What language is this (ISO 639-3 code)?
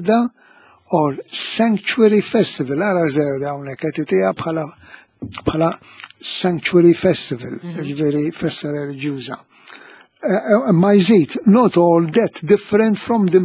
mlt